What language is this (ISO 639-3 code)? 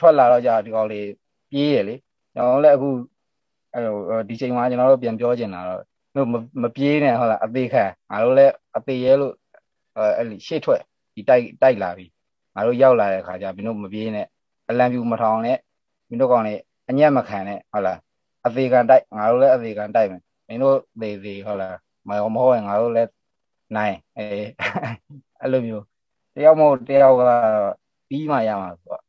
mya